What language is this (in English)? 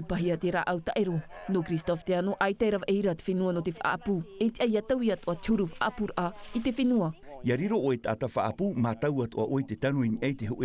Tahitian